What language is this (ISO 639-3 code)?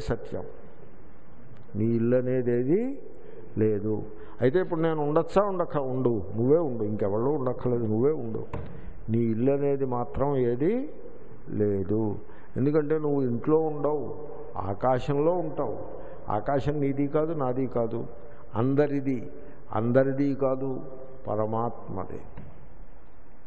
tel